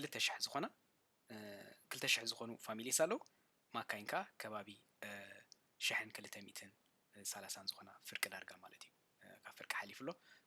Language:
Tigrinya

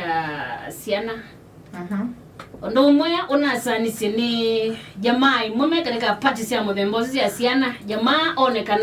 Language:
Kamba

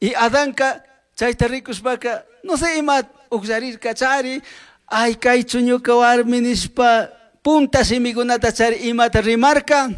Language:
Chimborazo Highland Quichua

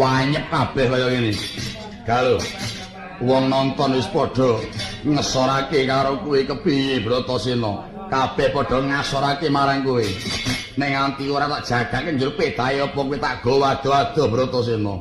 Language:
Javanese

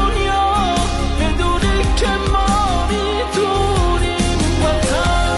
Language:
Persian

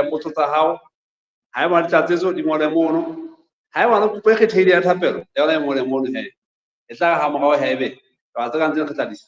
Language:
Southern Sotho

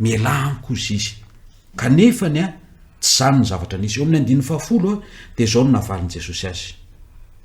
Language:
Malagasy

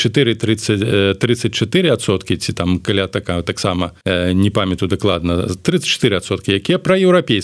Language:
Belarusian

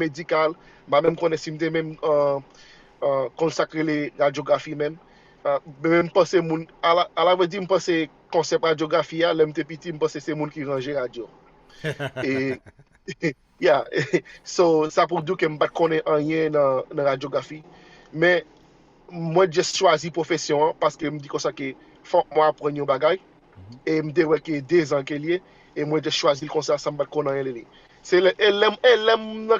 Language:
Haitian Creole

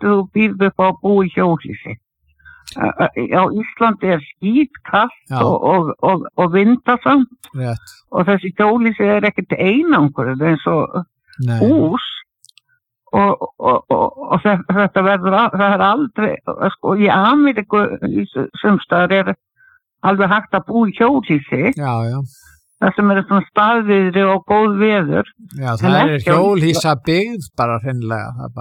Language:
Icelandic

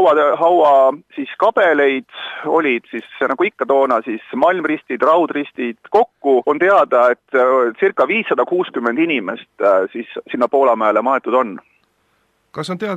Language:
Estonian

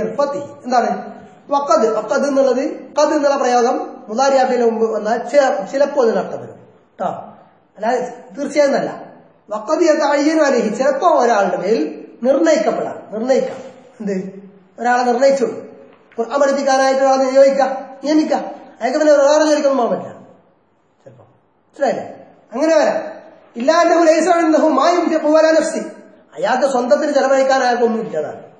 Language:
Malayalam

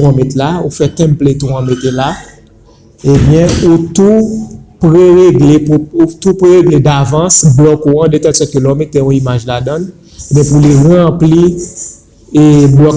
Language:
Haitian Creole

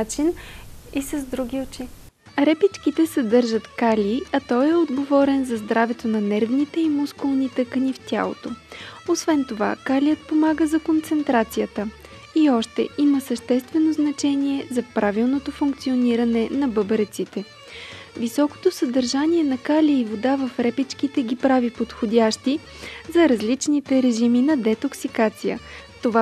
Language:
Bulgarian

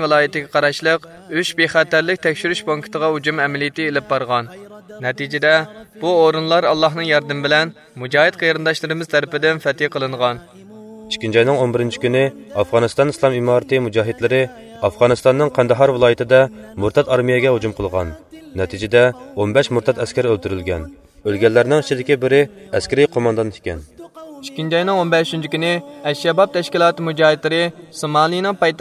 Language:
Uyghur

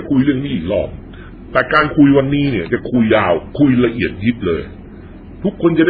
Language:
Thai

